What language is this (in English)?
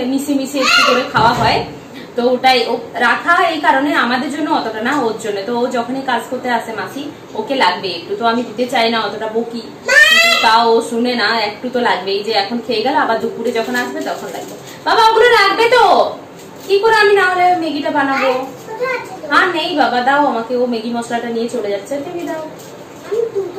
Bangla